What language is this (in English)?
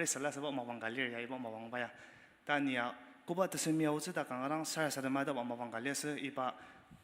Ao Naga